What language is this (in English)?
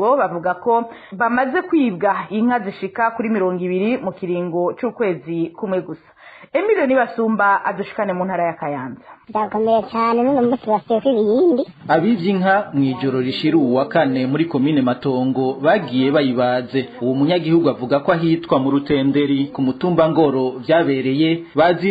Rundi